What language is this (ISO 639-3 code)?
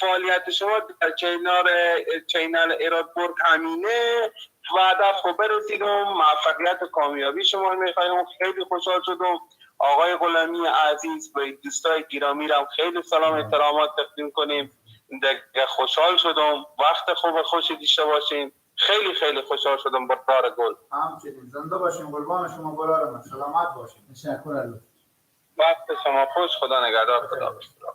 fas